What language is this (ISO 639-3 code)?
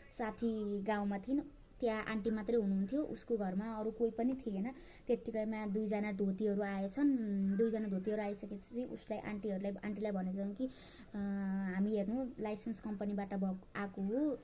nep